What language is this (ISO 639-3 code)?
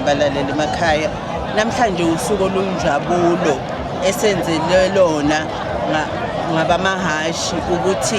zul